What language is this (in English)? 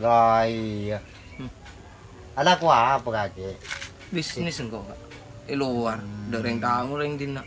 Madurese